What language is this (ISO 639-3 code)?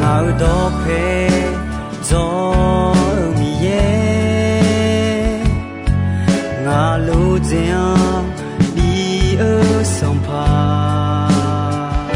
ahk